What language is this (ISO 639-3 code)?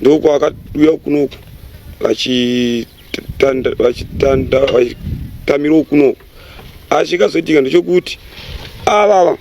sna